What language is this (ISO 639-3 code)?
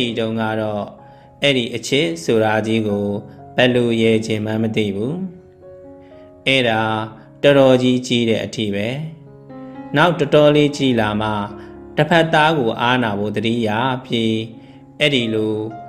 mya